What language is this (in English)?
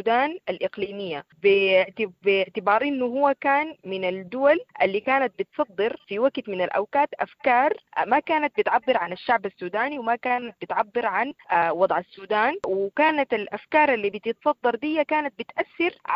Sudanese Arabic